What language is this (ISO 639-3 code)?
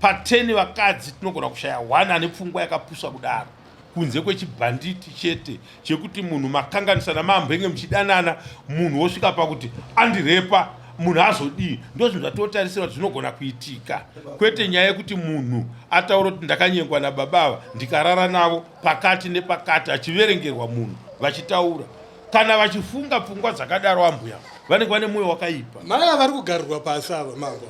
sna